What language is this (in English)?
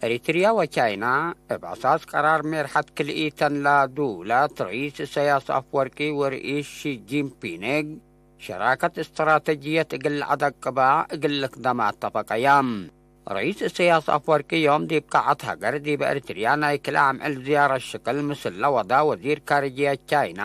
Tigre